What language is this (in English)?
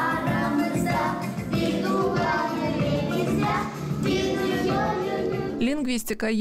Gagauz